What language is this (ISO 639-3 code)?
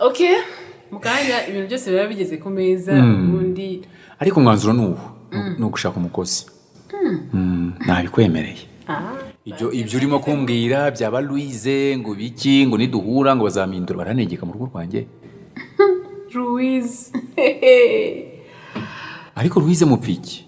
kin